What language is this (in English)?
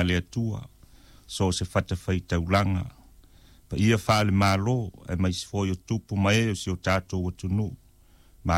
Samoan